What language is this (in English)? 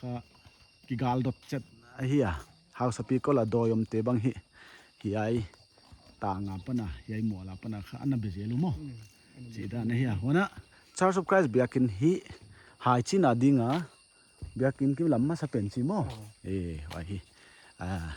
Paite Chin